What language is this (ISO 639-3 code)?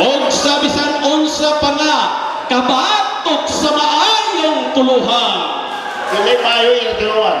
ceb